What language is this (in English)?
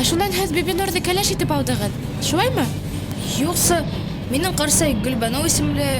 Bashkir